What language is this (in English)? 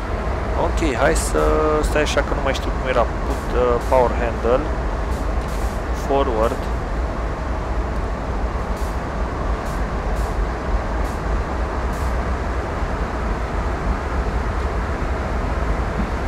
Romanian